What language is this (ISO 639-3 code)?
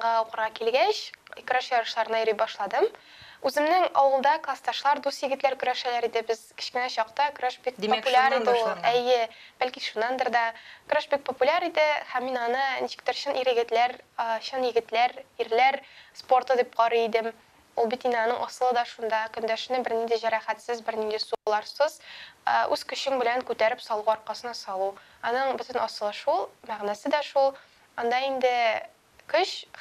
tat